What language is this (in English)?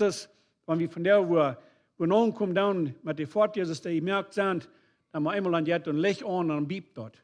Plautdietsch